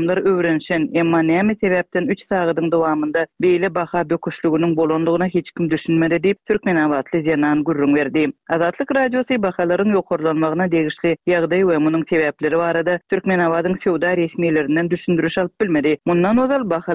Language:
Turkmen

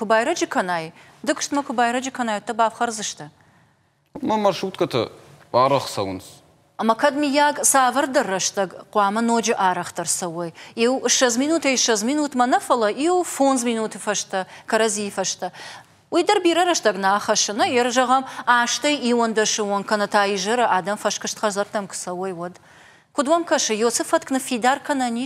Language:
Ossetic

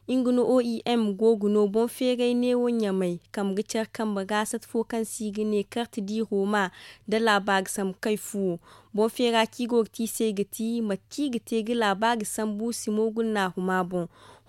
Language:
Zarma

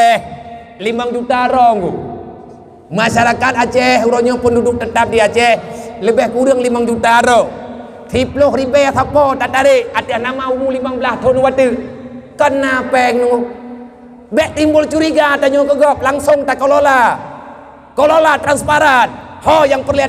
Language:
Achinese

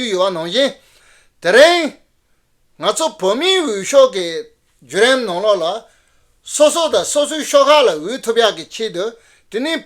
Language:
Tibetan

